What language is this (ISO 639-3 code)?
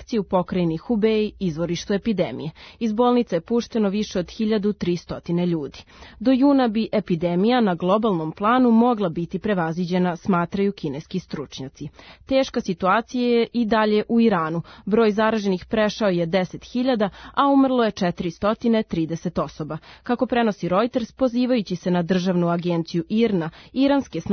srp